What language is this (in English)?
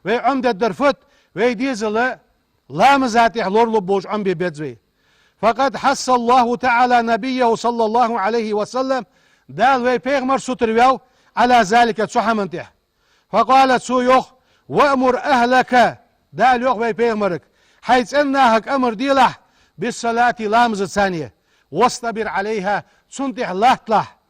Ingush